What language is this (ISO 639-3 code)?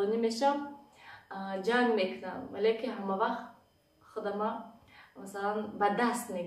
tgk